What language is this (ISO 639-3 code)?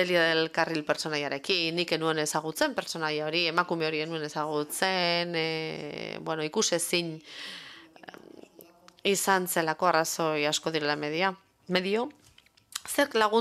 eus